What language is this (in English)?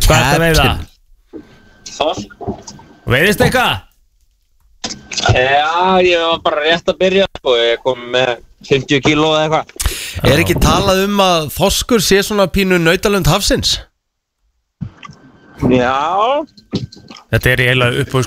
Icelandic